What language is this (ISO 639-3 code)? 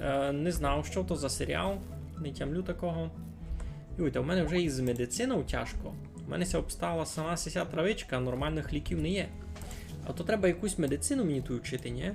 rue